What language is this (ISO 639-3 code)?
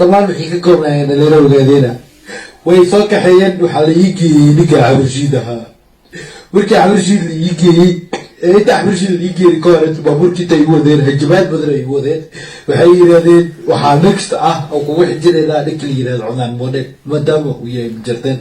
som